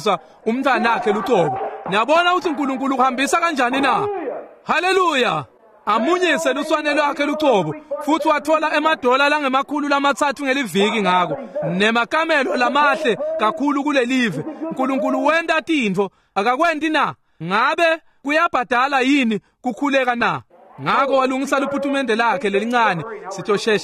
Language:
Swati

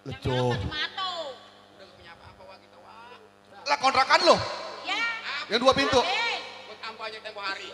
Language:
Betawi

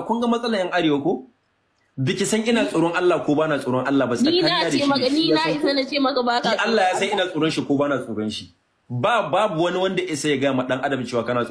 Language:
Hausa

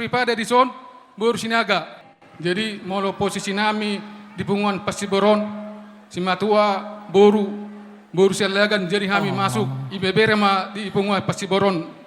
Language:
Batak Toba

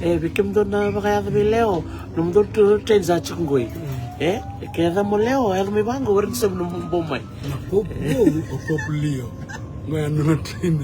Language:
Fijian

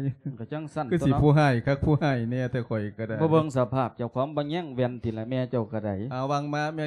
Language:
Lao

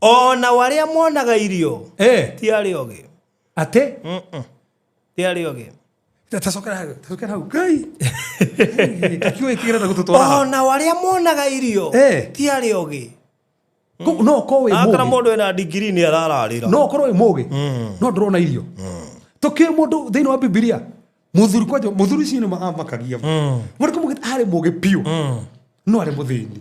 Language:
Kikuyu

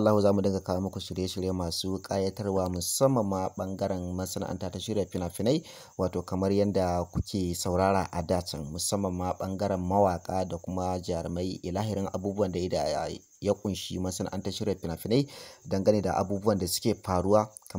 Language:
Hausa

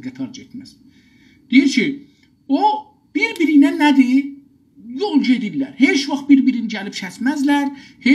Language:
South Azerbaijani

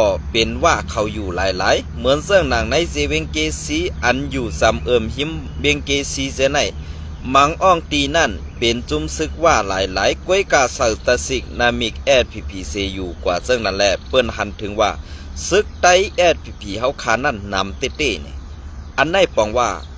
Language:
Shan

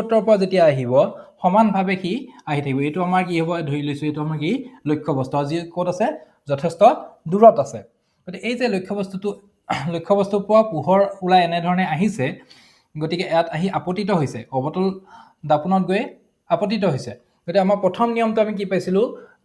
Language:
Assamese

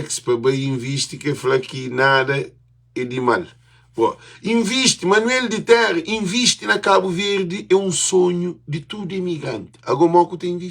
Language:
Kabuverdianu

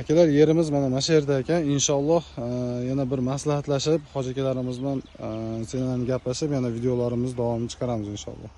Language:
Uzbek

